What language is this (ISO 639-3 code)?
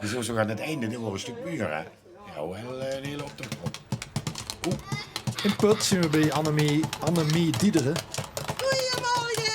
lim